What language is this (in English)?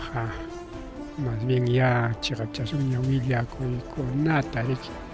Ayacucho Quechua